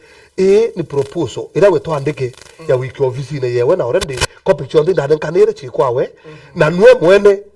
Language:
Meru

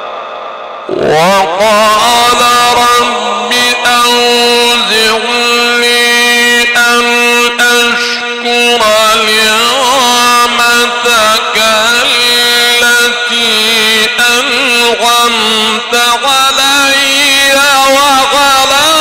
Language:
Arabic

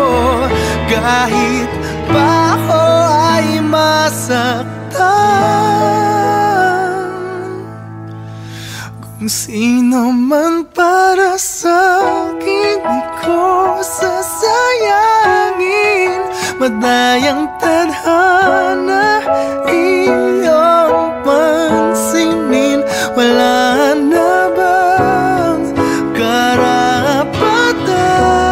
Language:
Filipino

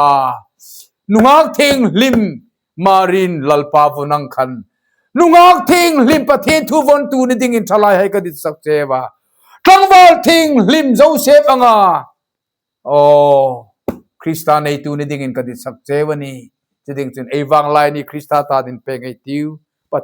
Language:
Hmar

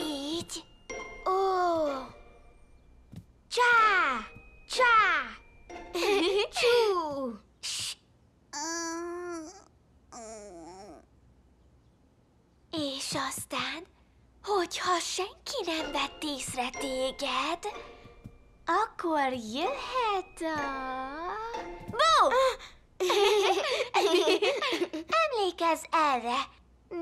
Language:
Hungarian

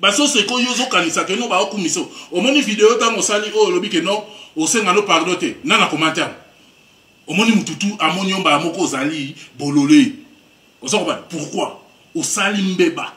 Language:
Lingala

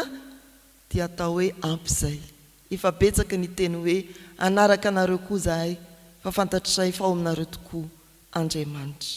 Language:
Malagasy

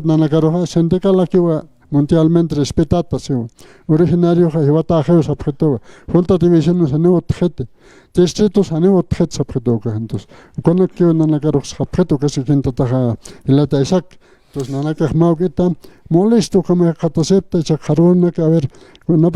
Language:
Aymara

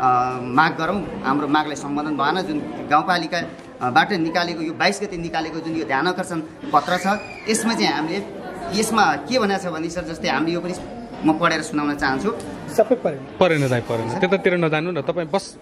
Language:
Nepali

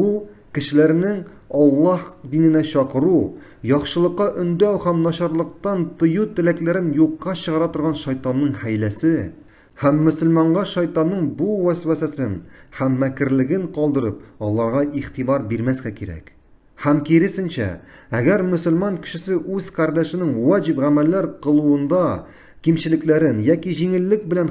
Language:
Tatar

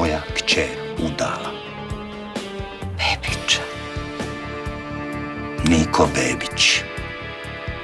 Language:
Croatian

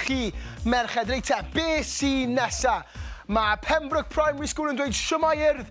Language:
Welsh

